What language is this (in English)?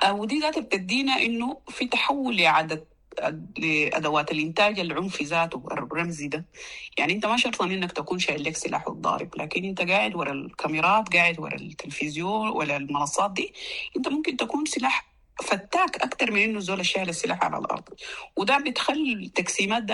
Sudanese Arabic